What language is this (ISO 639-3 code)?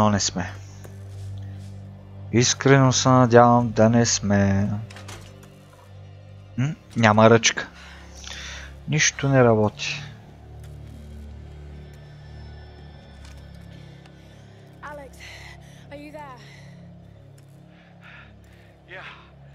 bul